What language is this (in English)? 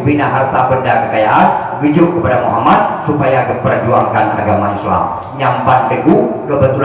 Achinese